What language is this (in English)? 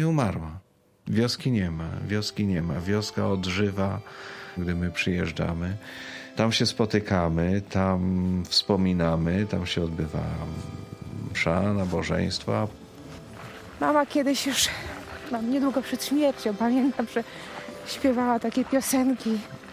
Polish